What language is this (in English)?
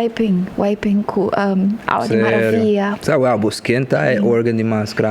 Papiamento